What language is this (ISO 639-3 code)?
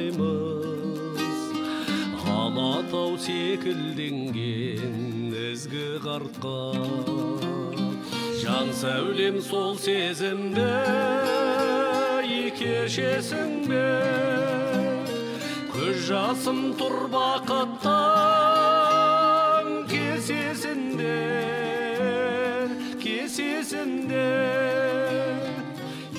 kaz